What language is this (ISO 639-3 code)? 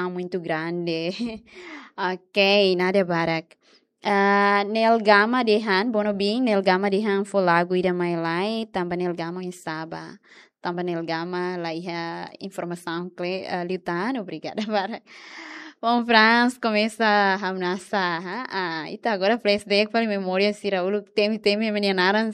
tet